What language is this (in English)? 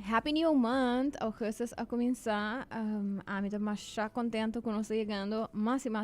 Papiamento